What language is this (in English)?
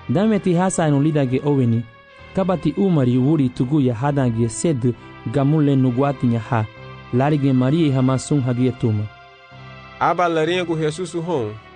Garifuna